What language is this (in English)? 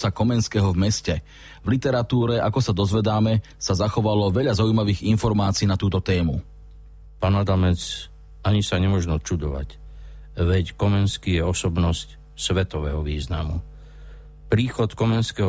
Slovak